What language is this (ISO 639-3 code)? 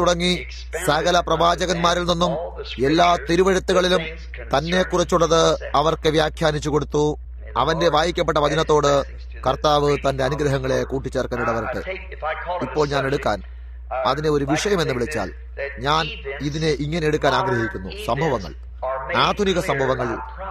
mal